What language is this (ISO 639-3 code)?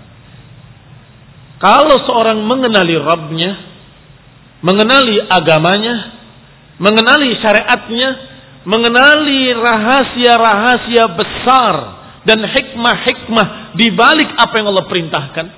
ind